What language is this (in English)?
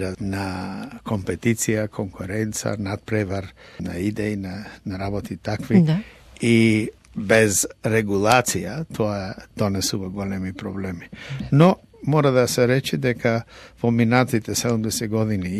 Macedonian